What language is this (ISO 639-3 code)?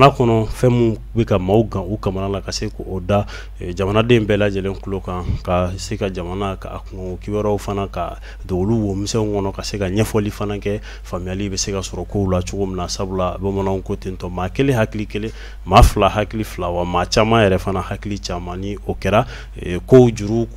bam